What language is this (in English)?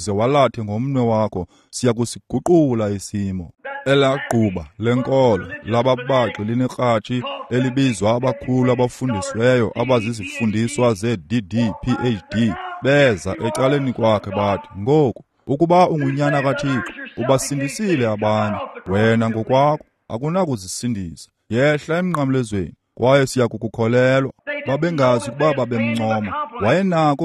Xhosa